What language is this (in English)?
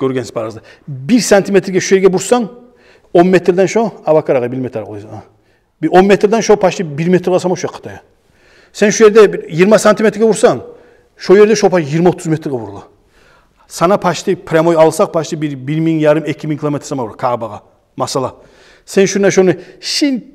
Kumyk